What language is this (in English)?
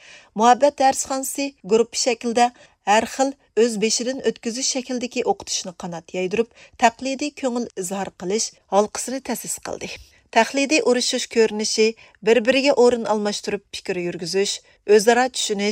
Uyghur